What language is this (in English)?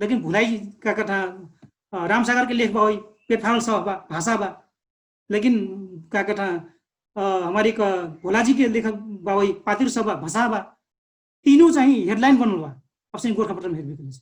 Dangaura Tharu